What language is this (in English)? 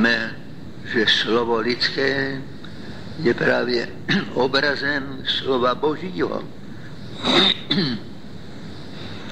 Czech